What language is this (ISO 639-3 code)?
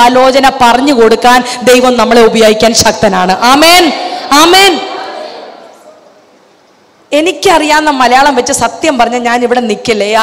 mal